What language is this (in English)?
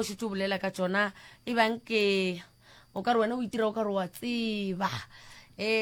Northern Sotho